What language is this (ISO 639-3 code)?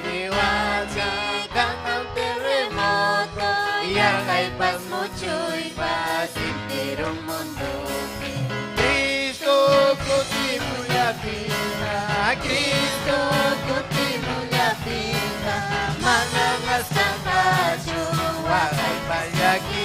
quy